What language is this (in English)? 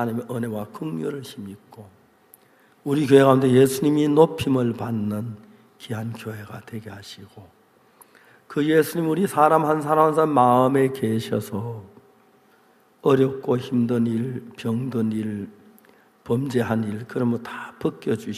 Korean